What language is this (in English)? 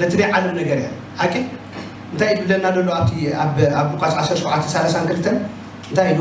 Tigrinya